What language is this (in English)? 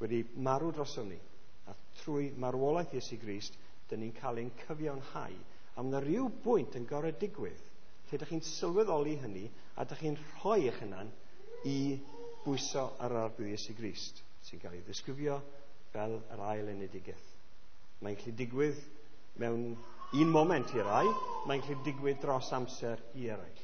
Welsh